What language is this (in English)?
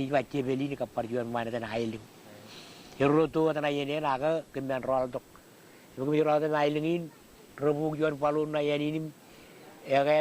Marshallese